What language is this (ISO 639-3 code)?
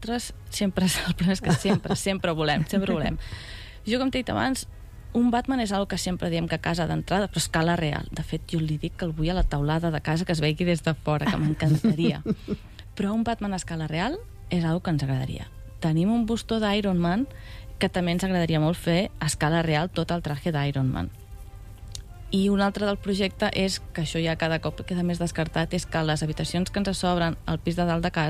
cat